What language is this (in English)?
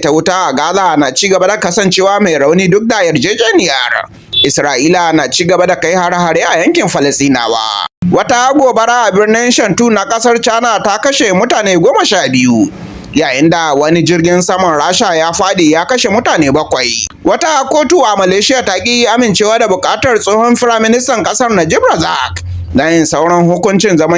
Hausa